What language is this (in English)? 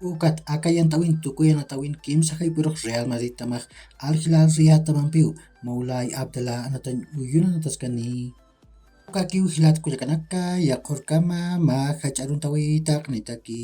Aymara